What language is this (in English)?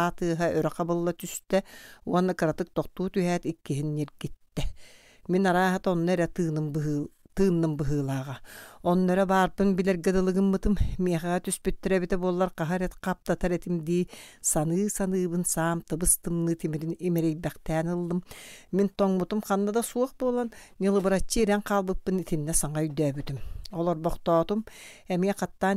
Yakut